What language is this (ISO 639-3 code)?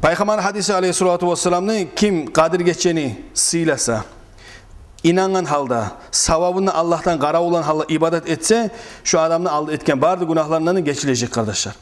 kum